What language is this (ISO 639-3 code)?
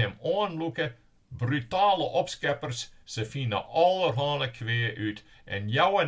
fry